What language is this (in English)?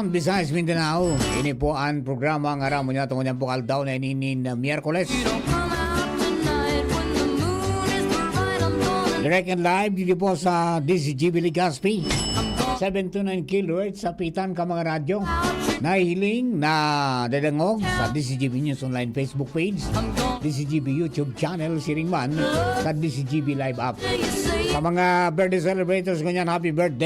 Bikol